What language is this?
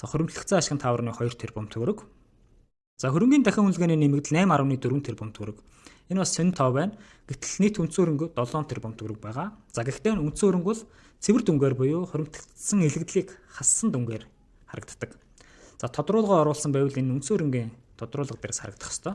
Mongolian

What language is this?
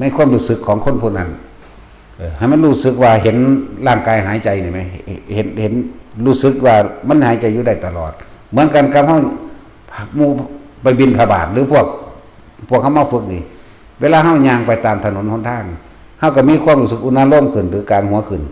Northeastern Thai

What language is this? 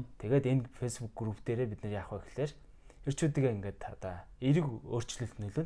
Mongolian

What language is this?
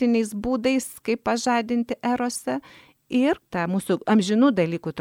Lithuanian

